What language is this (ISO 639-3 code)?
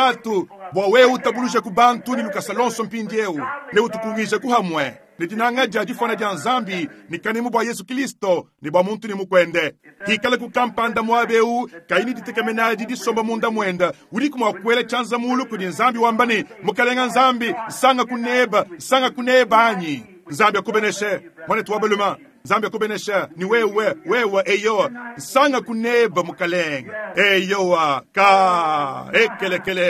lua